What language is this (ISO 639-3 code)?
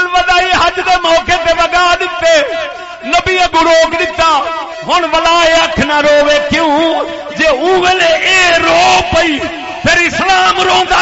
skr